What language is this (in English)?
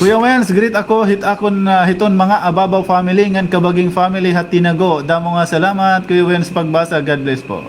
Waray